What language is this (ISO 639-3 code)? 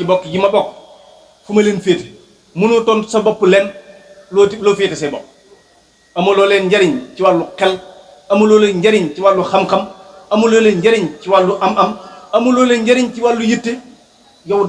wol